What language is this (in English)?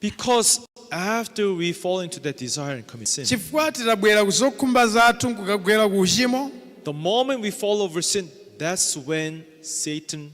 Nyanja